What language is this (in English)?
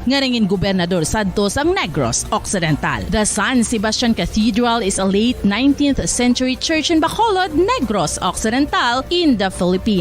Hiligaynon